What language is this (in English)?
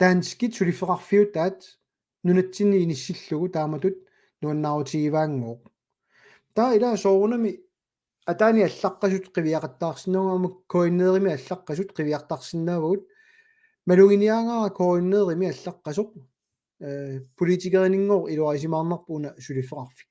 Kalaallisut